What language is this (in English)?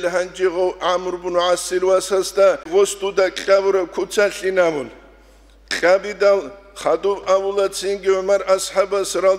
Avaric